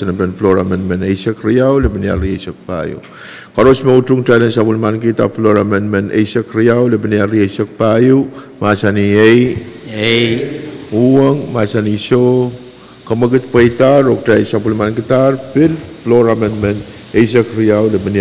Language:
Pohnpeian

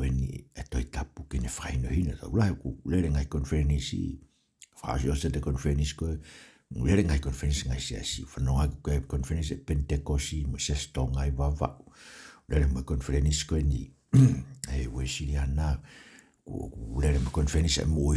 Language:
Tongan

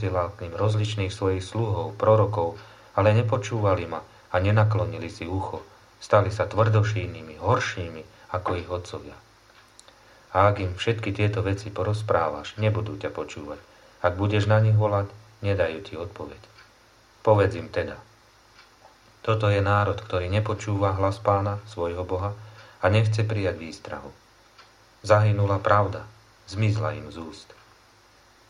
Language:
Slovak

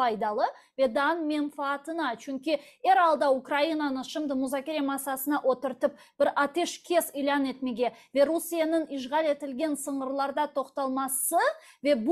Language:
Crimean Tatar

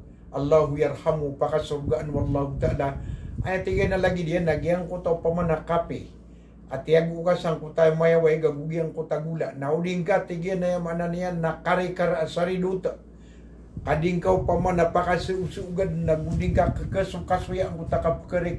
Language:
Maranao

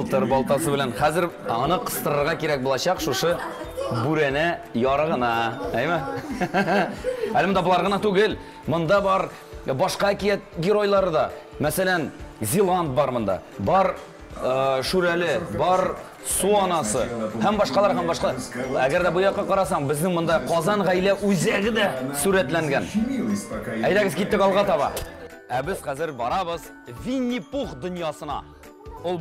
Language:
Tatar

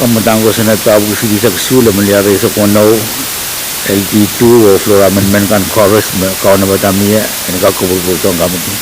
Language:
Pohnpeian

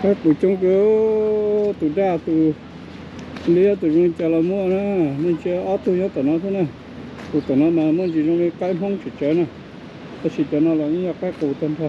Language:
Hmong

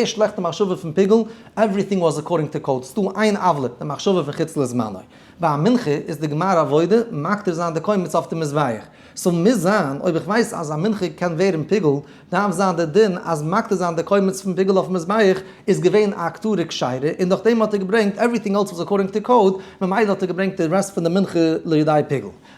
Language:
Yiddish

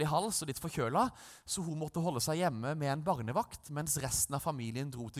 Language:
Norwegian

